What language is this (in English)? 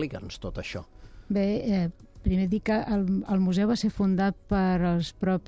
Catalan